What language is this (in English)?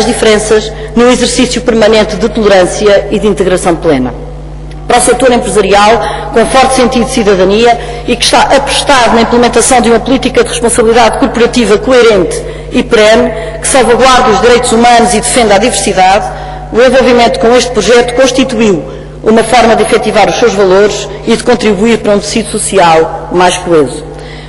Portuguese